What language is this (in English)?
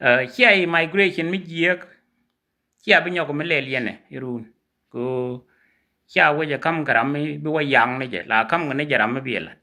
Nuer